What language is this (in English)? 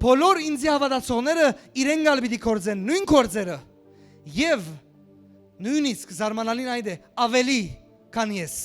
Western Armenian